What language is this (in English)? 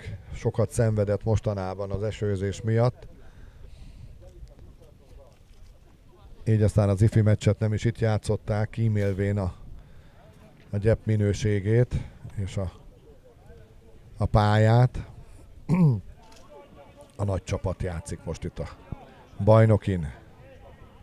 Hungarian